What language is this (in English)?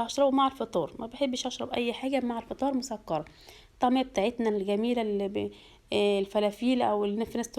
Egyptian Arabic